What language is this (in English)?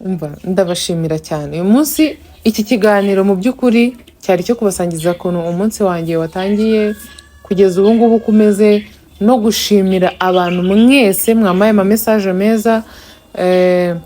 Kinyarwanda